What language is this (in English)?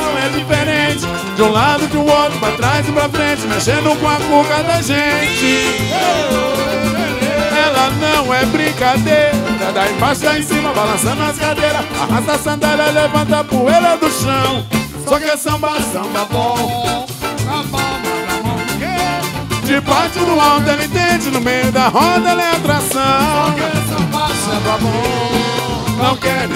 Portuguese